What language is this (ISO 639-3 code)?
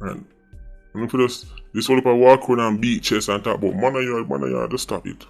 jam